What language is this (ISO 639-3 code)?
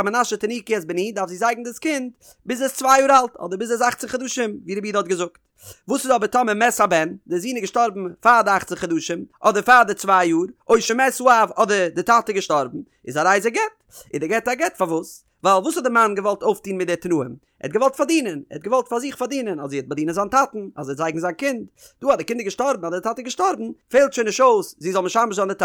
yid